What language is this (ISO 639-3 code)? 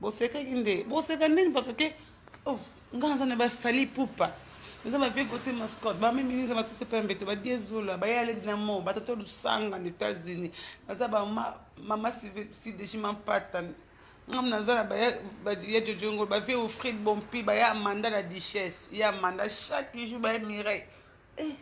lin